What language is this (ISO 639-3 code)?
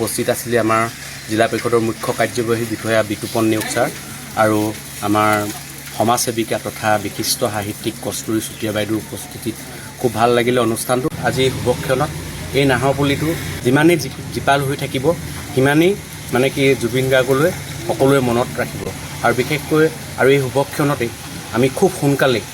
asm